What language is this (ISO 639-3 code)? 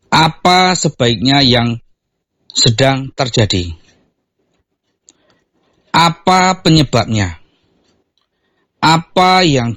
ind